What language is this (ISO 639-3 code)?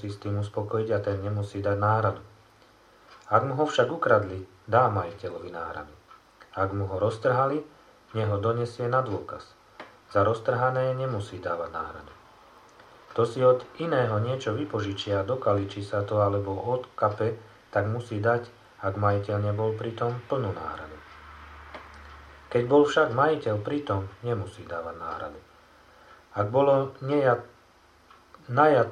slk